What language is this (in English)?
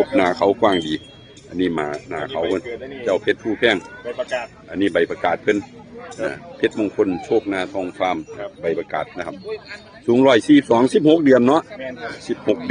Northeastern Thai